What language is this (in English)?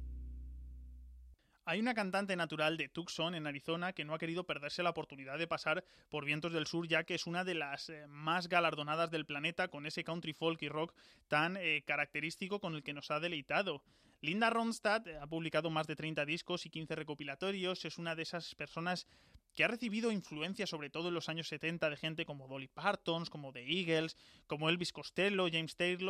Spanish